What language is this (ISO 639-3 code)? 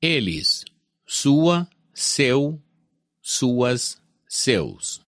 uzb